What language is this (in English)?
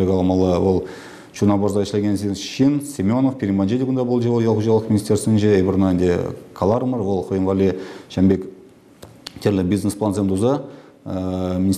Chuvash